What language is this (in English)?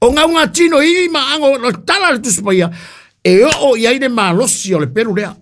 Samoan